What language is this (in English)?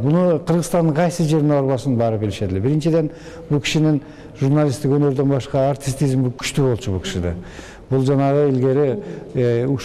Kyrgyz